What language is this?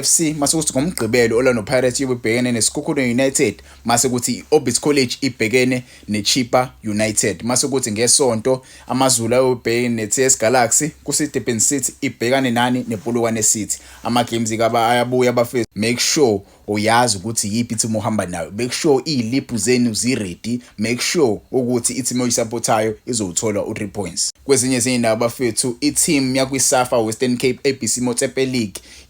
Zulu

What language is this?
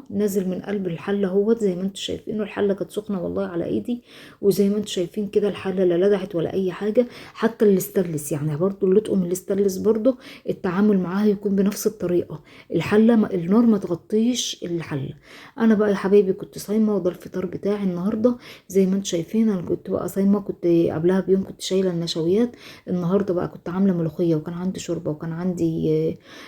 Egyptian Arabic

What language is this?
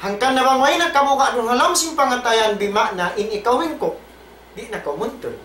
Tausug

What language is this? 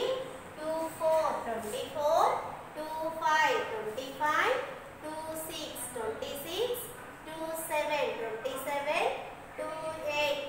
Telugu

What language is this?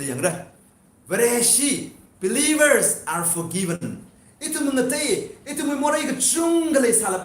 Tangkhul Naga (India)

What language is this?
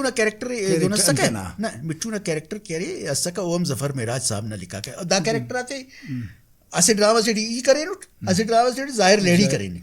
Brahui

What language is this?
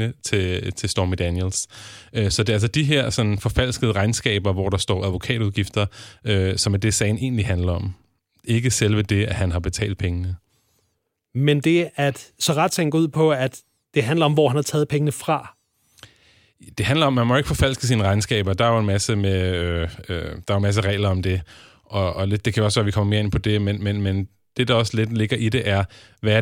Danish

